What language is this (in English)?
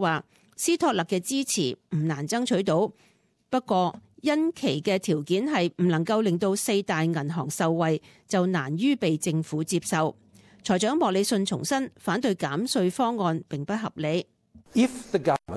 Cantonese